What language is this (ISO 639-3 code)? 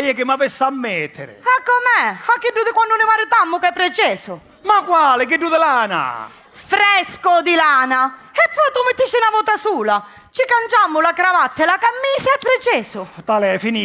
scn